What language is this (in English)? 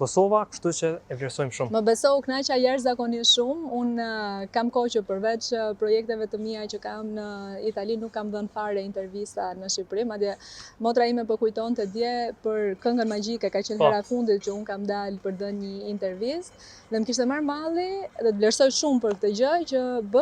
Albanian